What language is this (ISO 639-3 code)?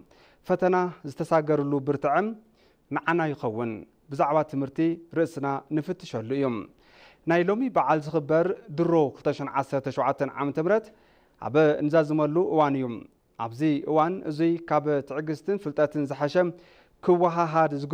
tir